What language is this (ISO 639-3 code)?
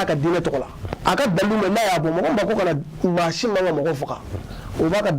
bam